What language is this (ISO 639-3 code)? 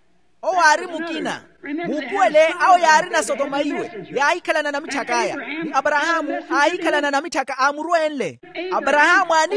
vmw